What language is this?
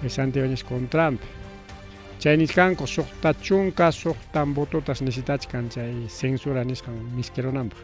Ayacucho Quechua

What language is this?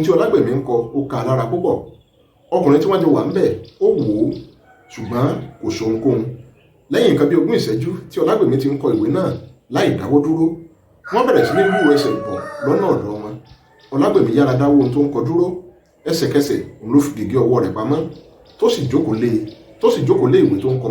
Yoruba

